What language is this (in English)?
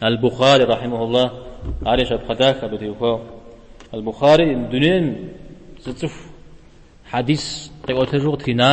Kabardian